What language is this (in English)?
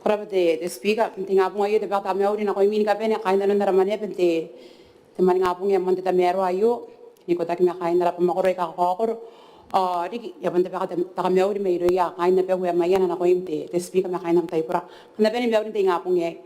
Gilbertese